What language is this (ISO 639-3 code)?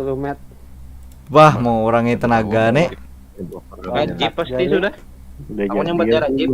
bjn